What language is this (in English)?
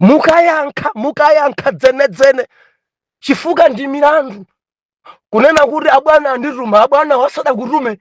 Nyanja